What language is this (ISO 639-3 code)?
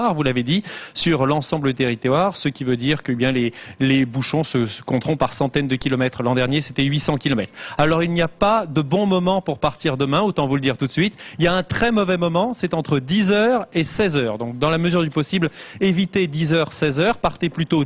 fra